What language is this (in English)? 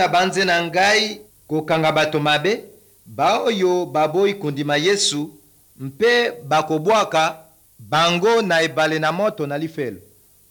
Lingala